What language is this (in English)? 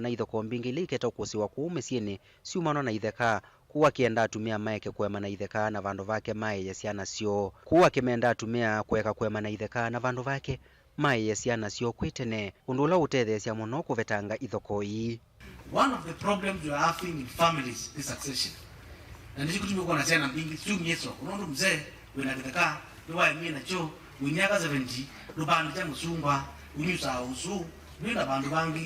Kamba